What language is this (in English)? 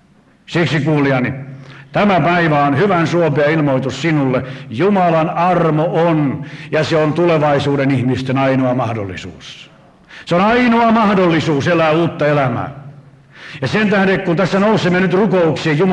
Finnish